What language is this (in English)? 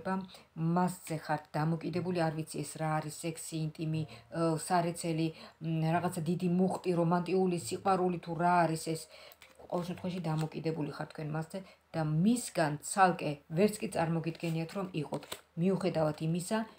Georgian